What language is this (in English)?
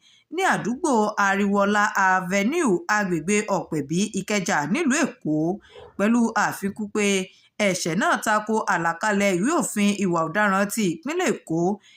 Yoruba